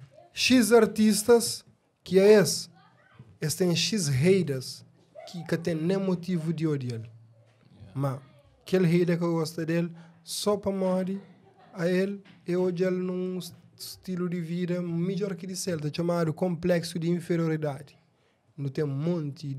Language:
Kabuverdianu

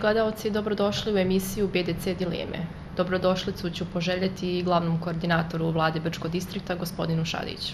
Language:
Bosnian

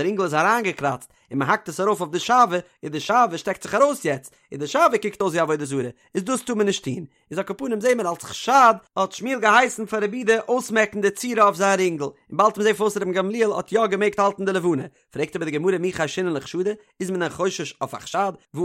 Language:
Yiddish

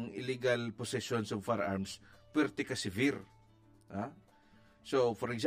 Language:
Hiligaynon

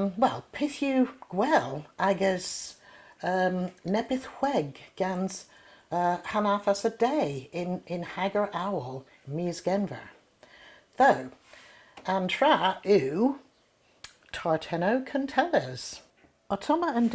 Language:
Cornish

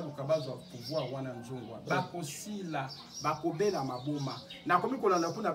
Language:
Lingala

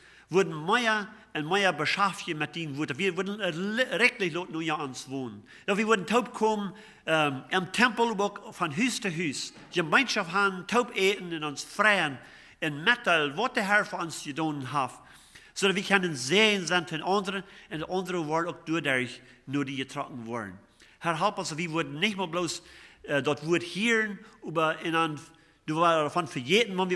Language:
Plautdietsch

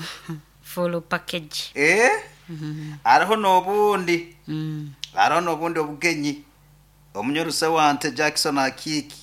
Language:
Nyoro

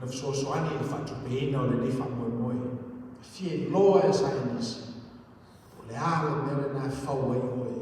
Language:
Samoan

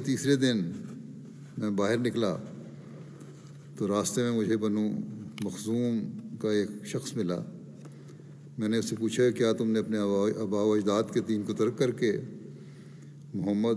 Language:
Urdu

